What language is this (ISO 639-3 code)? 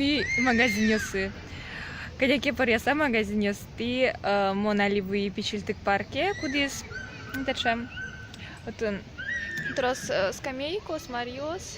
udm